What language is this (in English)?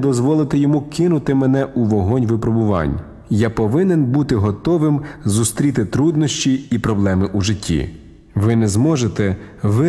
Ukrainian